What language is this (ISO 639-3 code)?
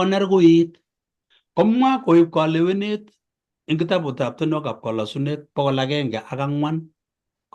kln